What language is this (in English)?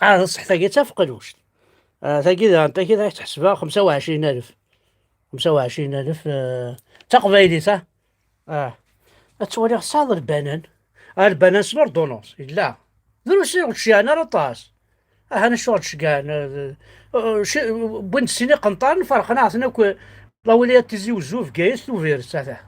Kabyle